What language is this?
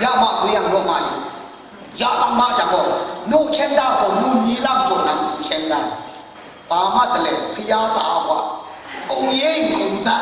Kachin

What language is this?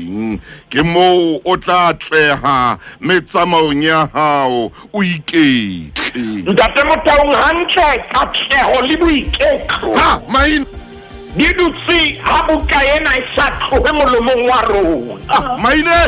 Southern Sotho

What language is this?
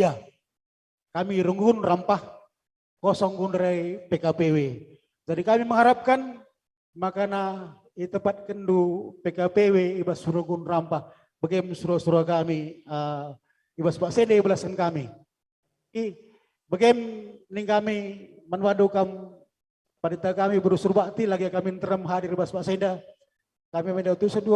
Batak Karo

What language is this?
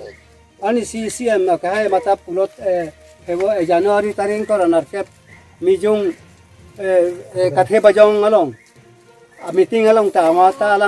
Karbi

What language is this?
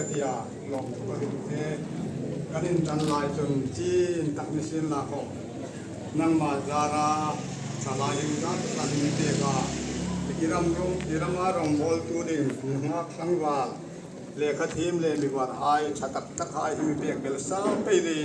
Hmar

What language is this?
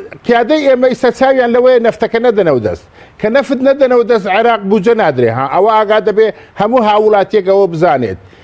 Central Kurdish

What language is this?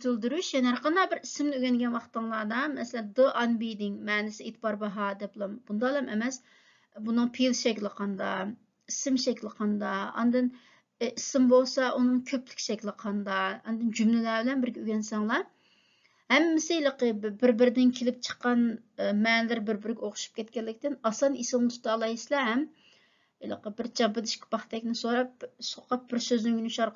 Uyghur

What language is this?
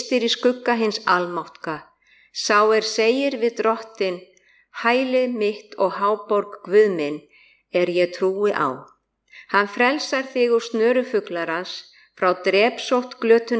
Icelandic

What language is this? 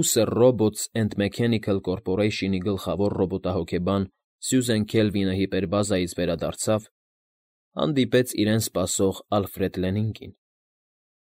Armenian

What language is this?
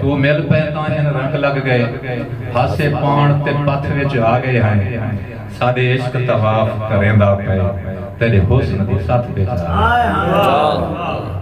Saraiki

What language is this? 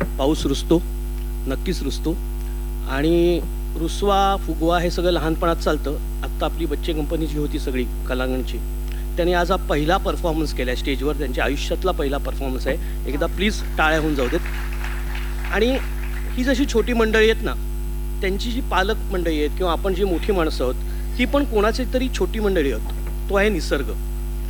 Marathi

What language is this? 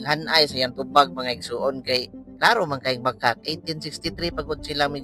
Cebuano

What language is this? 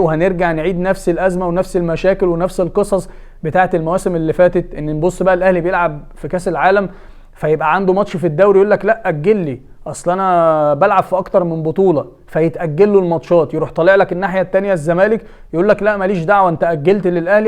Egyptian Arabic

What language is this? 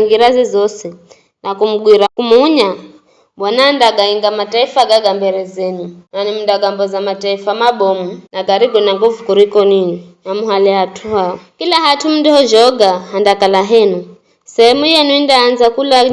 Giryama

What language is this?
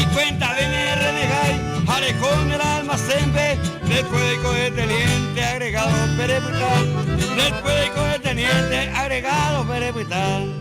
Guarani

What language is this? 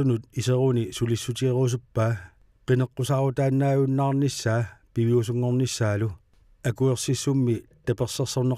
Kalaallisut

